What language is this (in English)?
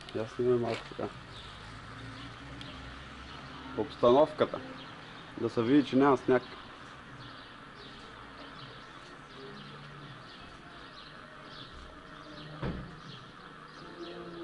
Bulgarian